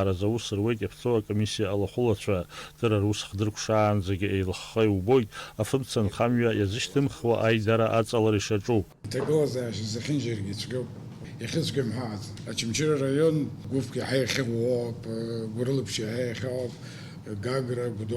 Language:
Abkhazian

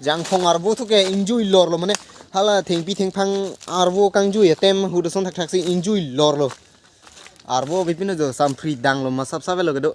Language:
Karbi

